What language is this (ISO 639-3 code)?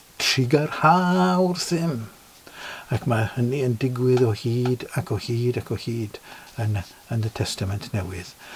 cym